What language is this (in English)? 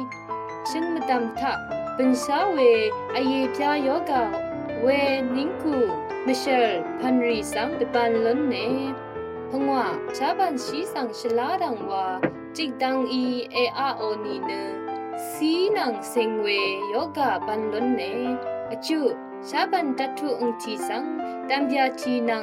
Rawang